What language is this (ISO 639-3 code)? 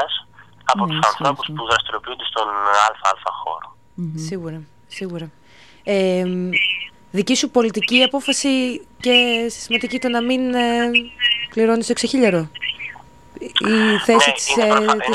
ell